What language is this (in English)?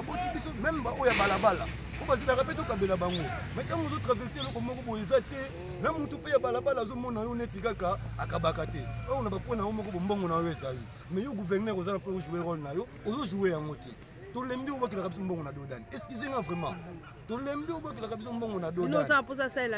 Lingala